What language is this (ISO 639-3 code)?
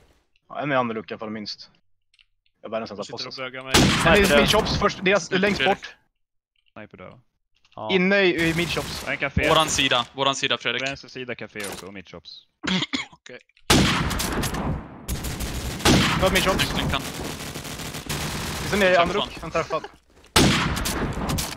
swe